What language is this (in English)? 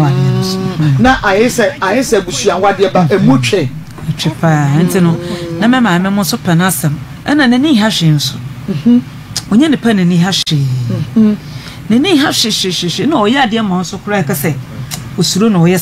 Akan